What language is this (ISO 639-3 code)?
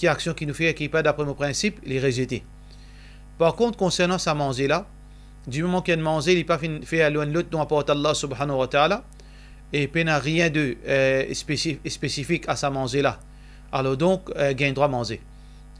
mfe